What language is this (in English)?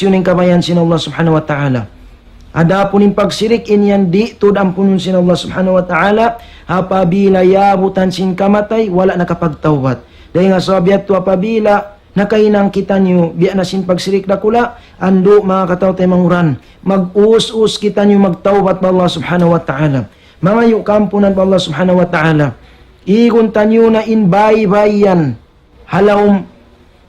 Tausug